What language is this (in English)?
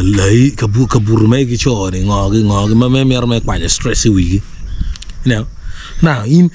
Acoli